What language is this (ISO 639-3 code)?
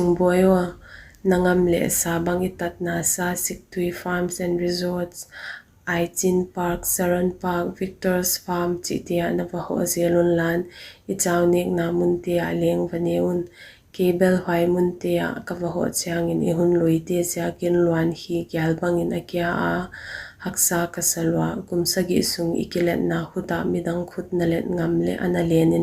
pck